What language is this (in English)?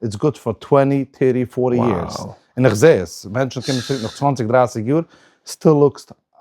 Yiddish